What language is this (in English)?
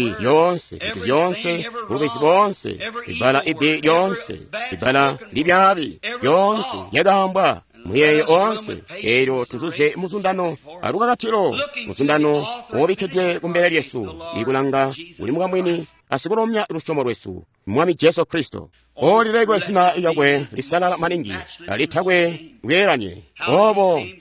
Tonga (Zambia)